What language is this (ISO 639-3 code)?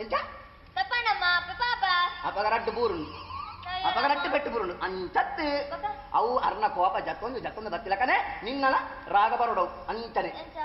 tcy